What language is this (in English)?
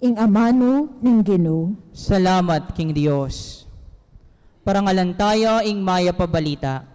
Pampanga